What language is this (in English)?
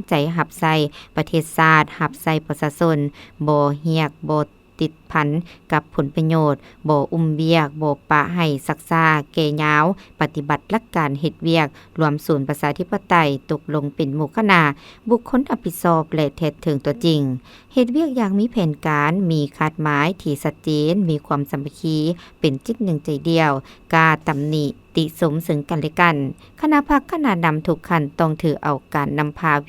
Lao